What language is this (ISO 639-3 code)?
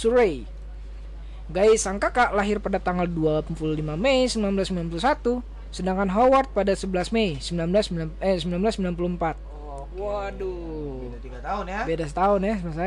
ind